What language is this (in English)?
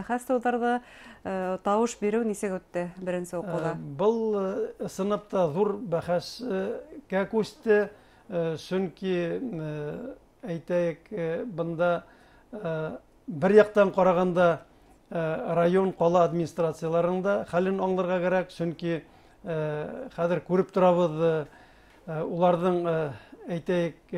Bashkir